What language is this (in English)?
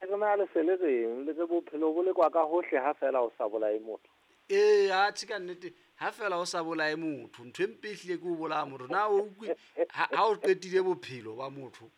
Southern Sotho